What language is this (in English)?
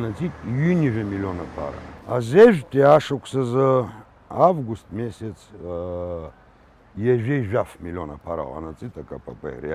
Abkhazian